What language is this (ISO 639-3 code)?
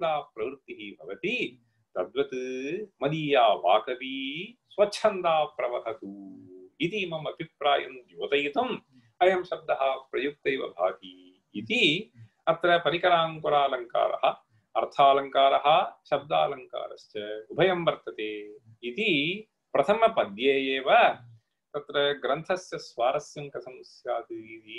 san